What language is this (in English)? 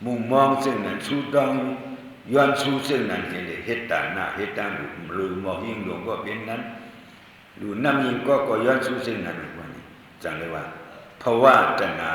Shan